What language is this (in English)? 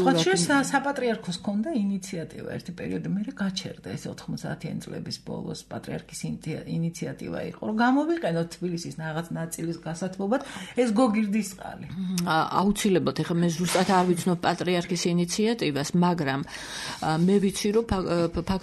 Georgian